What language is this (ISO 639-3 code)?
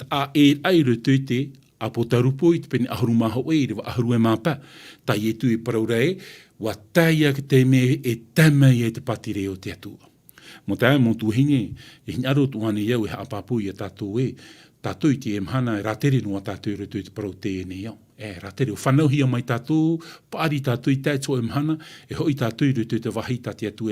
tah